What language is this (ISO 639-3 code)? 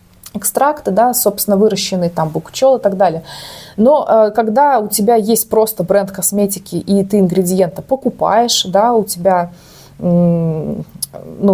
rus